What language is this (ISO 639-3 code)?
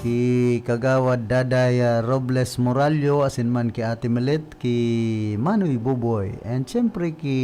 bik